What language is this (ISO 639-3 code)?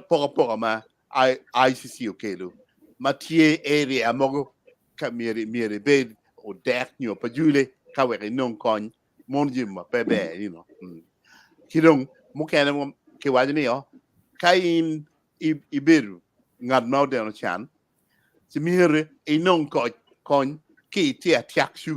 ach